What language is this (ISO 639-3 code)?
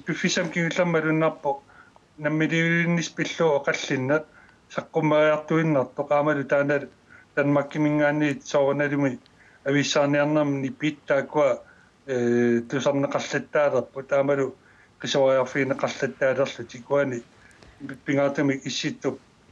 kal